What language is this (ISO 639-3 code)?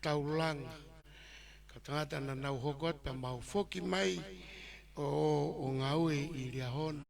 ton